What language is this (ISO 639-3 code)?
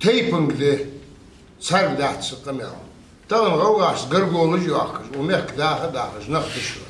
inh